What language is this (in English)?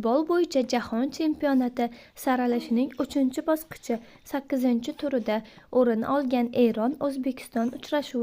Uzbek